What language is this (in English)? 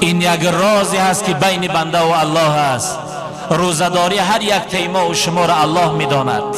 Tajik